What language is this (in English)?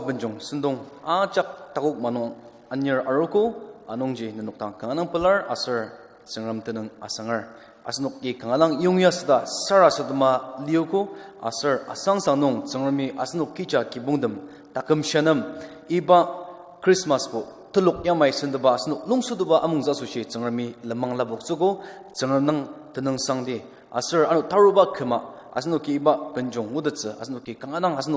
Ao Naga